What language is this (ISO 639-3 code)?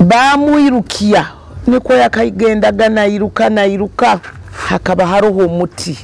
nyo